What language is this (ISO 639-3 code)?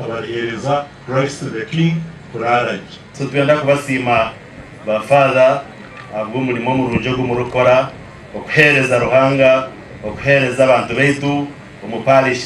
nyn